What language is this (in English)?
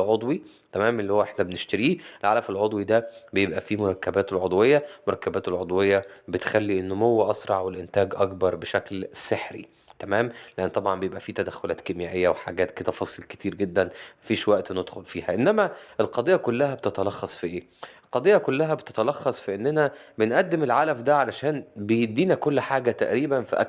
Egyptian Arabic